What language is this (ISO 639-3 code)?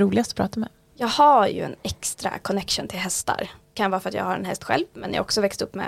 swe